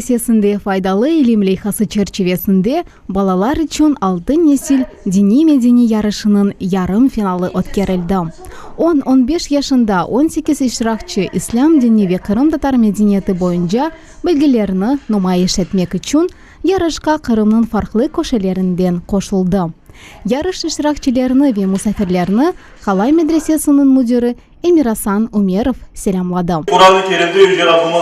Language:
Crimean Tatar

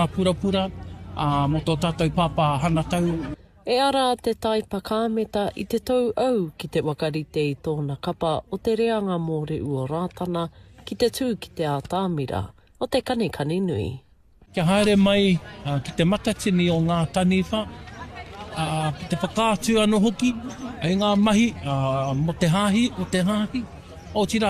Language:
Māori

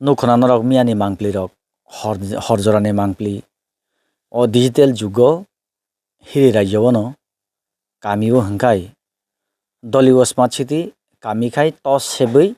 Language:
Kok Borok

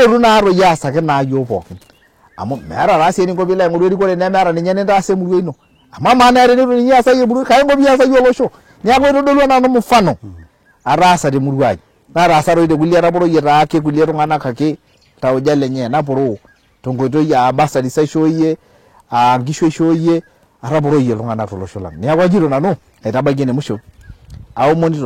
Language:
Masai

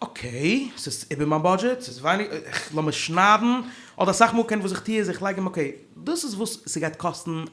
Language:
Yiddish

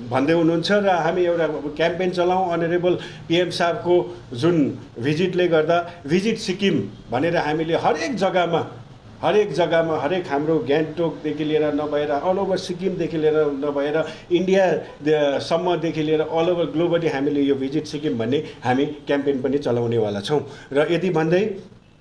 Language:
Nepali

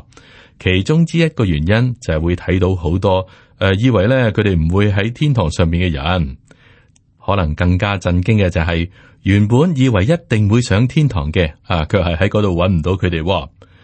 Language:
Cantonese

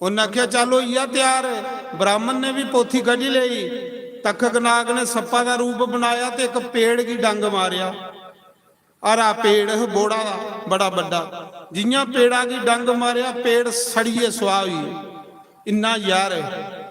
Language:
Dogri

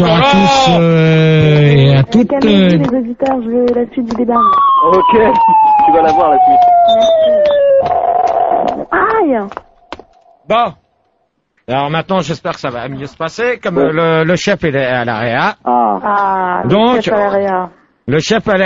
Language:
French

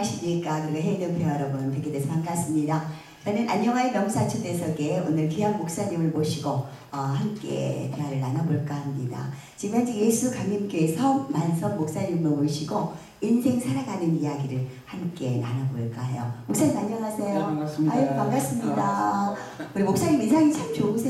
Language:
Korean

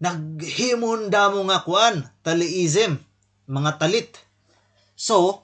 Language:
Waray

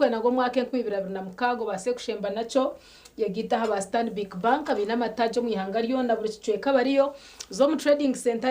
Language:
Nyankole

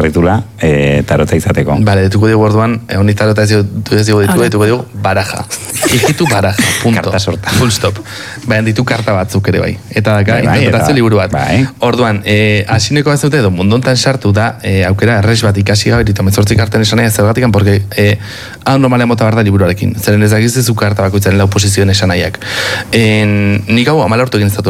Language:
Basque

